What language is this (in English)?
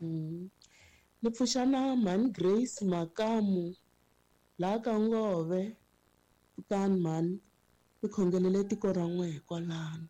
Tsonga